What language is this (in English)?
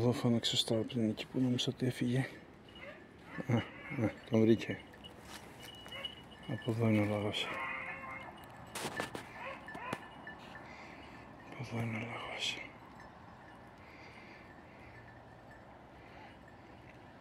Greek